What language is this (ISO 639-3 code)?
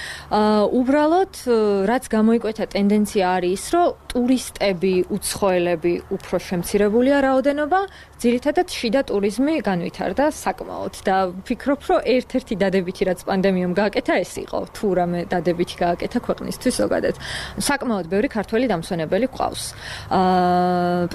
kat